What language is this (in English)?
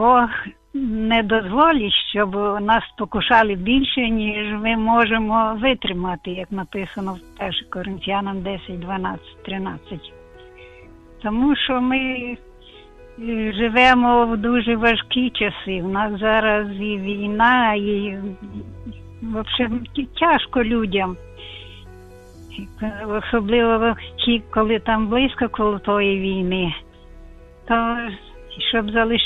Ukrainian